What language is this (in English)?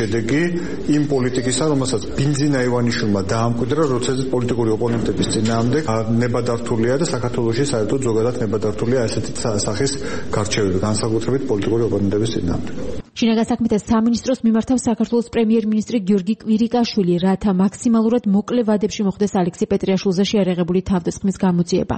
Georgian